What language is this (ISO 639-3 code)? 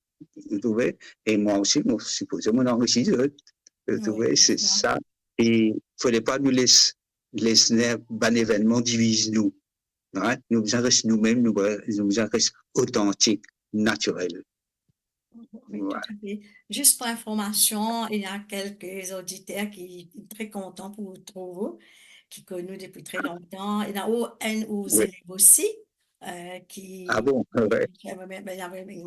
mfe